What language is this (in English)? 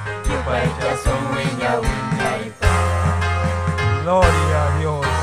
Ayacucho Quechua